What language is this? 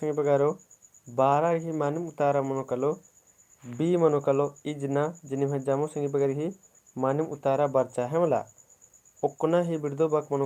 Kurukh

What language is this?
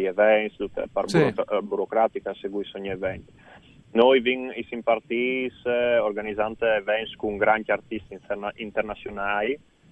Friulian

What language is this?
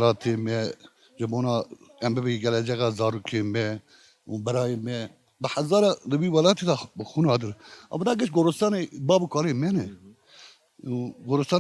Kurdish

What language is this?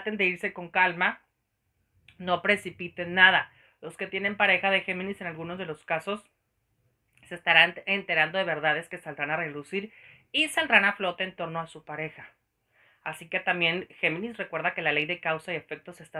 Spanish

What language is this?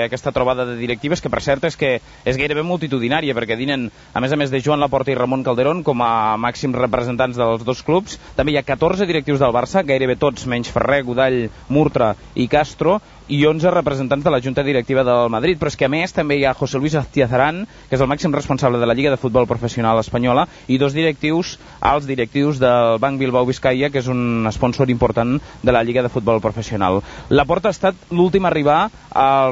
Catalan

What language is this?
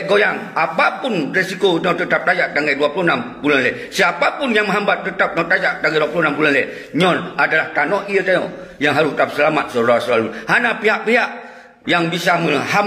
Achinese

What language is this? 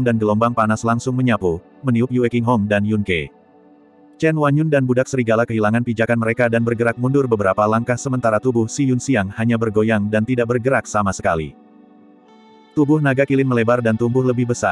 Indonesian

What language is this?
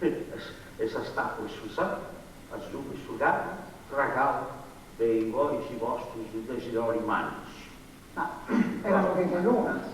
Sardinian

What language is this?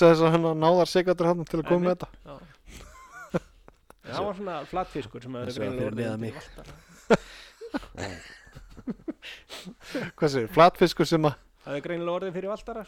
Icelandic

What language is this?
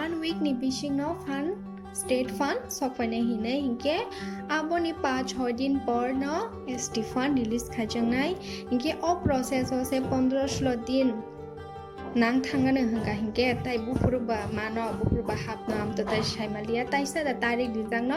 Kok Borok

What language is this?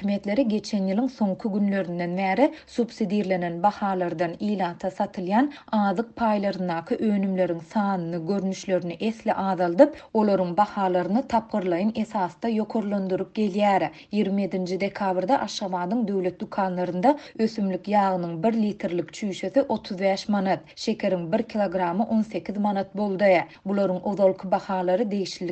Turkmen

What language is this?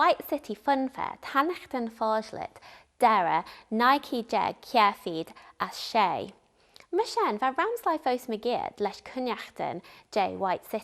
Manx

